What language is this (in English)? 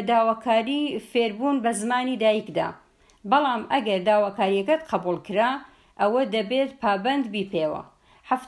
Central Kurdish